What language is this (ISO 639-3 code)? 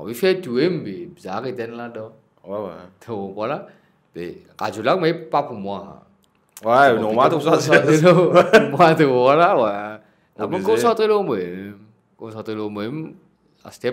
mfe